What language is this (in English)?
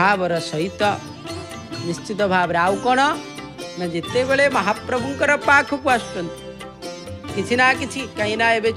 Odia